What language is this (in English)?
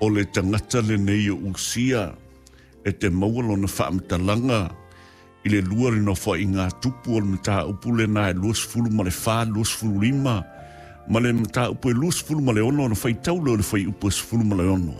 Samoan